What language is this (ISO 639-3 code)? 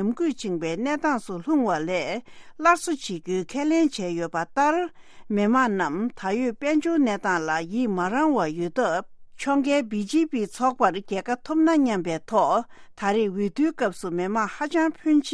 bod